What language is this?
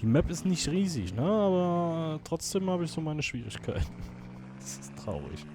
Swiss German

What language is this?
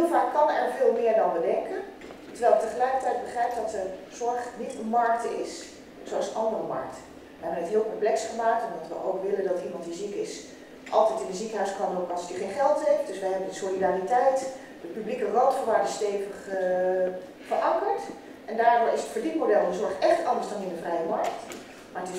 Dutch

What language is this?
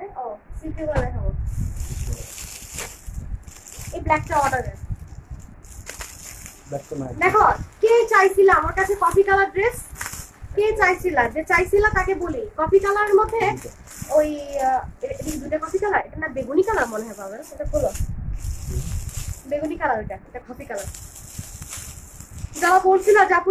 Bangla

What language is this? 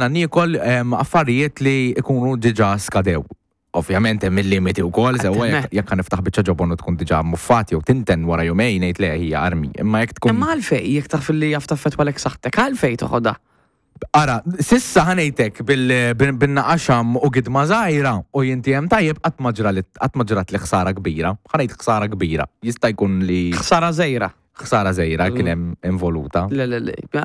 Maltese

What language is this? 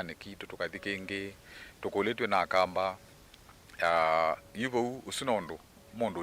Kamba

